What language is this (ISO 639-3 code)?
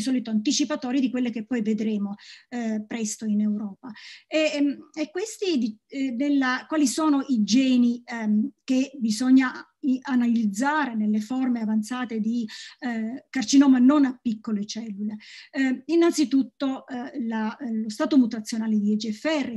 ita